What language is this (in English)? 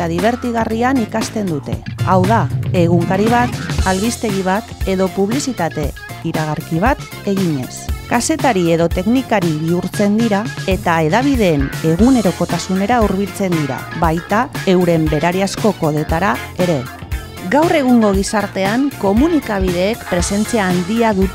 Basque